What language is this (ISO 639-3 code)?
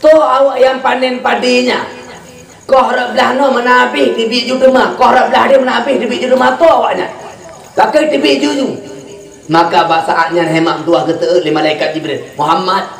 ace